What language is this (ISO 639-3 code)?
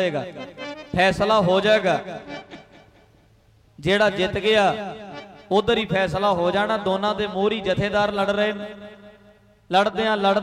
pan